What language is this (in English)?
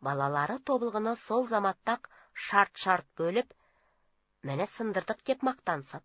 Kazakh